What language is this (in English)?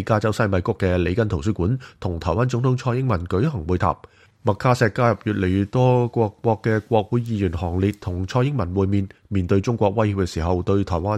Cantonese